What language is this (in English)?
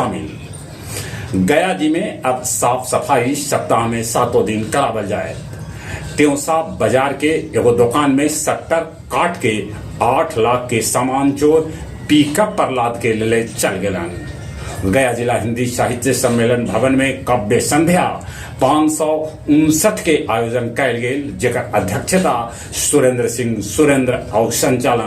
Magahi